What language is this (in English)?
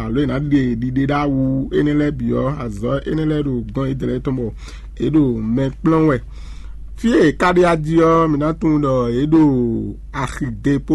Fon